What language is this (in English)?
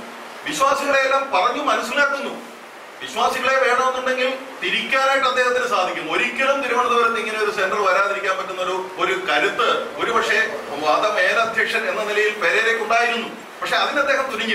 Malayalam